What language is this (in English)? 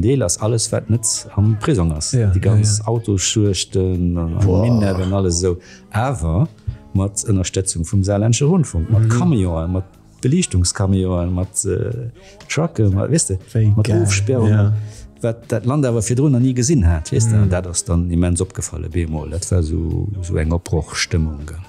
Luxembourgish